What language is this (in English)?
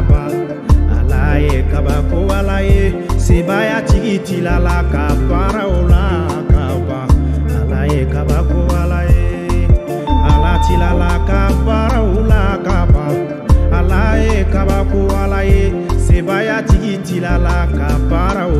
Bambara